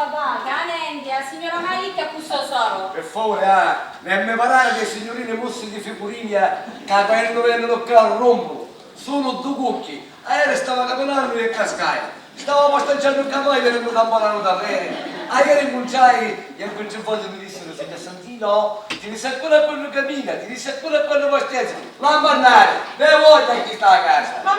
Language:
Sicilian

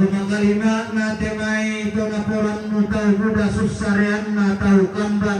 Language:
Toraja-Sa'dan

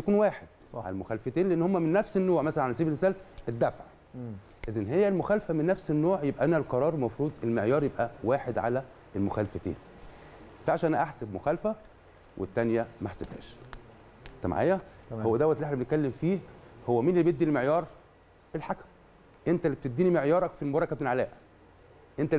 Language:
Egyptian Arabic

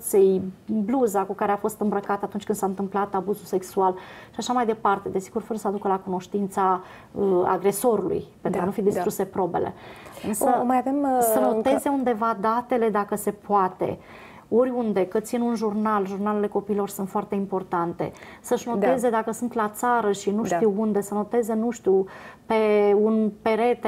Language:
Romanian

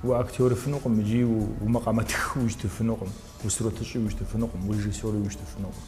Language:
Kabardian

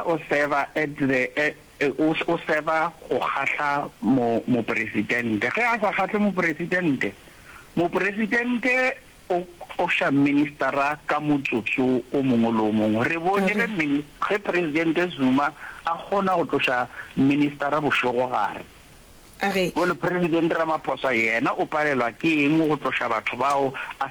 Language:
Northern Sotho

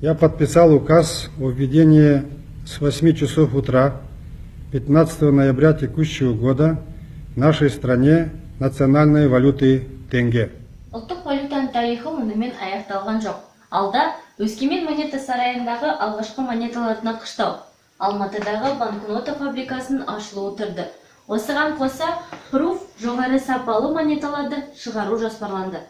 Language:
Kazakh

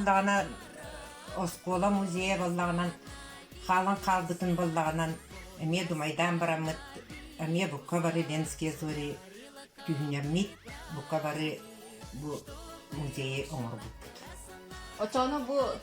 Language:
Yakut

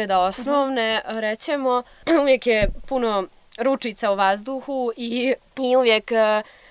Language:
Serbian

